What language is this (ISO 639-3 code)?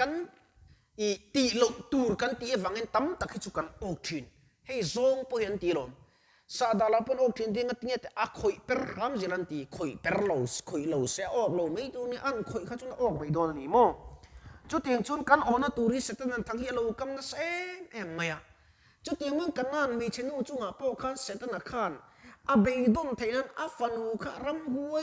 lus